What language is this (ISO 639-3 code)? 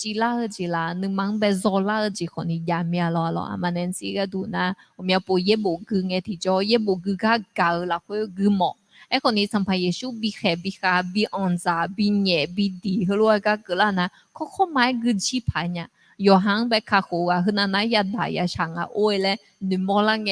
ahk